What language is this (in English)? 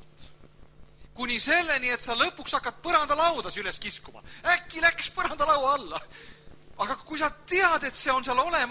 Estonian